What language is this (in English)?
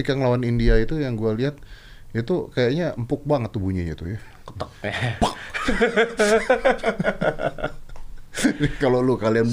Indonesian